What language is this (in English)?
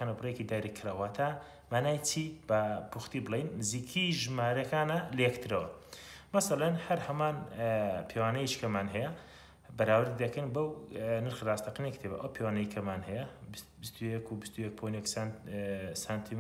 Central Kurdish